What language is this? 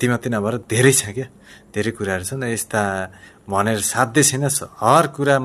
Nepali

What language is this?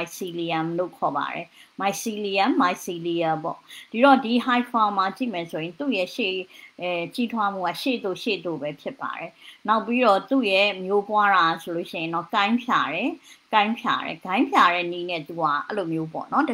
Burmese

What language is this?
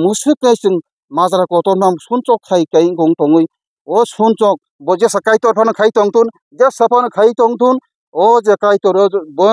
Kok Borok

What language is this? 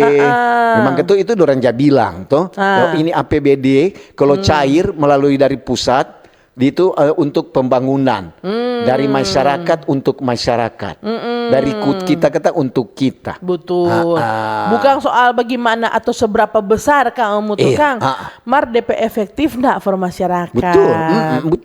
Manado Malay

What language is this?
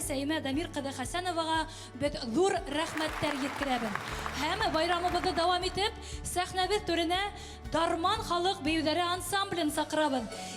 Bashkir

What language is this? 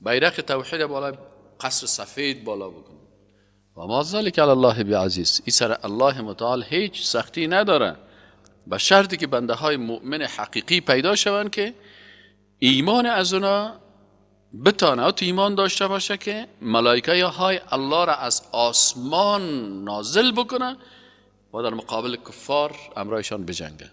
Persian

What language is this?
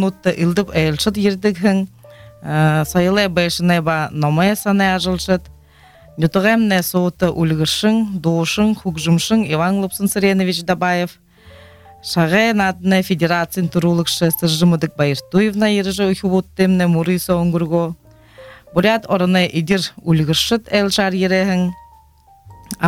Buriat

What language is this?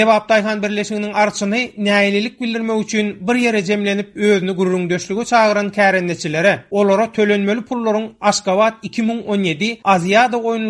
Turkmen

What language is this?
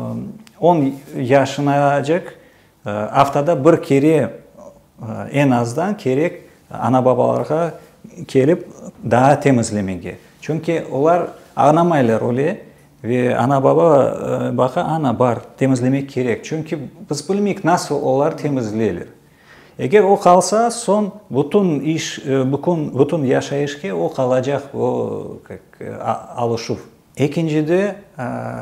Crimean Tatar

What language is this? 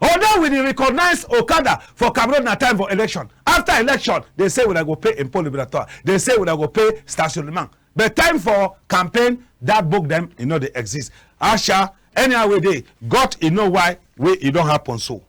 Cameroon Pidgin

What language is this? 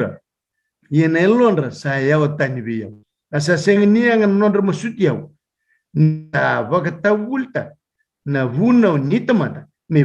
Fijian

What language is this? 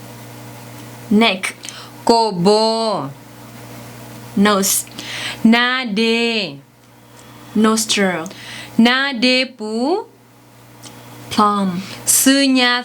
S'gaw Karen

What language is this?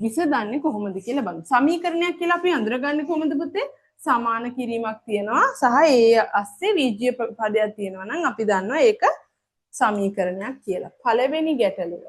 Sinhala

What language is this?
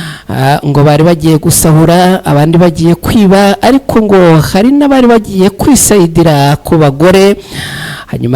Kinyarwanda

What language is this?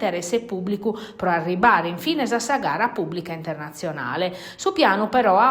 Sardinian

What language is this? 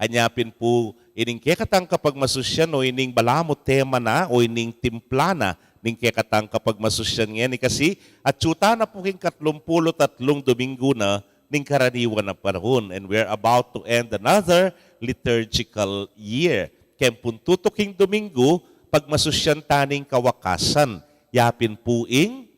Pampanga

